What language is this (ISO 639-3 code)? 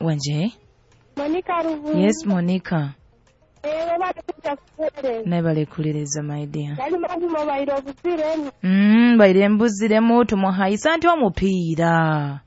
nyo